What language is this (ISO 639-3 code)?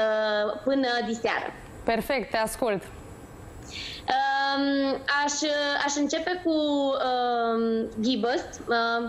ron